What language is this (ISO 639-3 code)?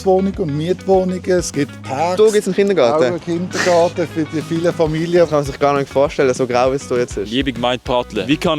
gsw